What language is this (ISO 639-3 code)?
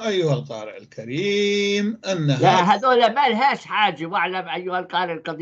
apc